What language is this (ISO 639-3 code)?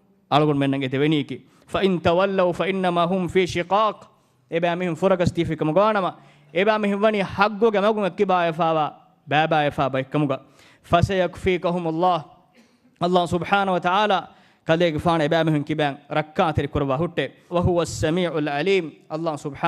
div